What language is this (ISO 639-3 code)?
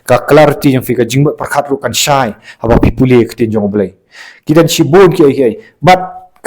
kha